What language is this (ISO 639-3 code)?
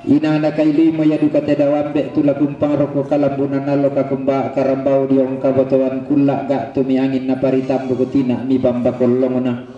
sda